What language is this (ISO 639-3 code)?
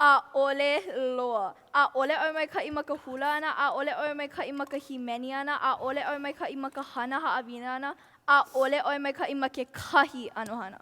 haw